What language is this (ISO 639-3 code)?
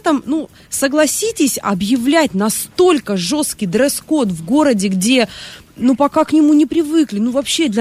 rus